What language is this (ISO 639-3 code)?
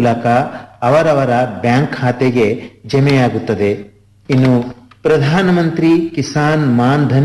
kan